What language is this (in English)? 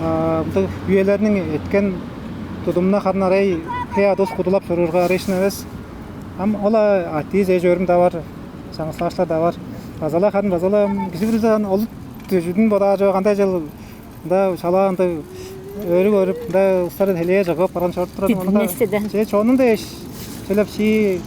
Tuvinian